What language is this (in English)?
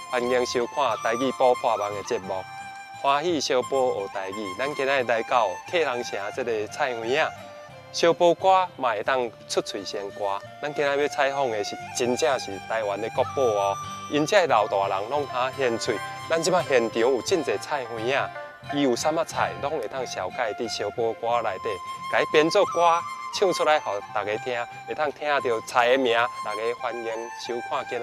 Min Nan Chinese